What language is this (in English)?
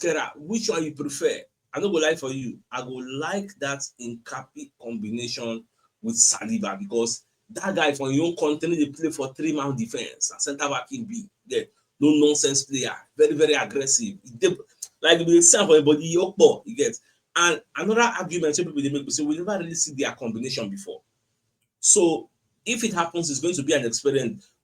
Nigerian Pidgin